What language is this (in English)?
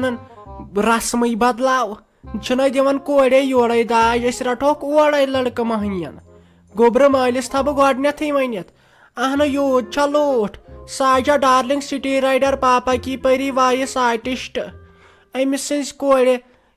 Kashmiri